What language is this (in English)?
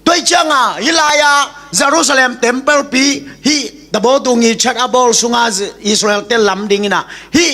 Tedim Chin